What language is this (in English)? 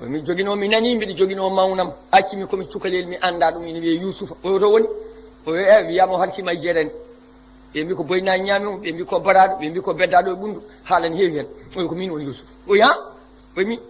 Fula